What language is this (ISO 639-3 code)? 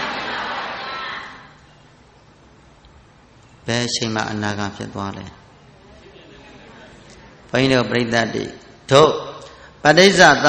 mya